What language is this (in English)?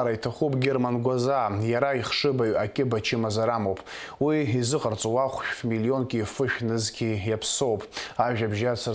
Abkhazian